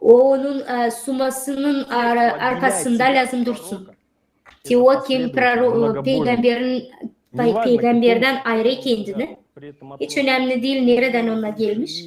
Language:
Gagauz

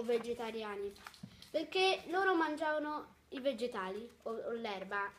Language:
Italian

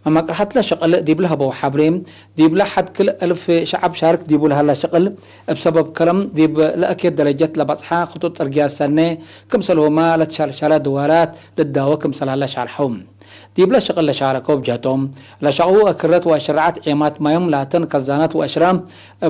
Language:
Tigre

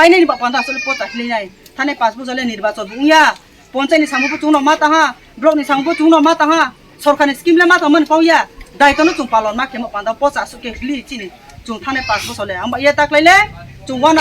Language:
Riang (India)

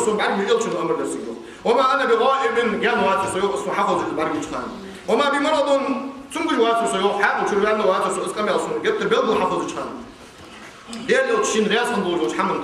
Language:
Ingush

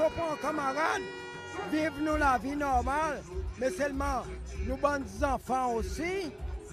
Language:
Seselwa Creole French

